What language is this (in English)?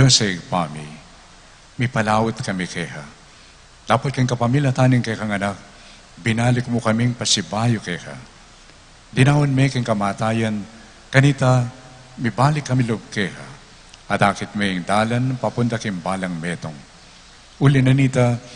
Pampanga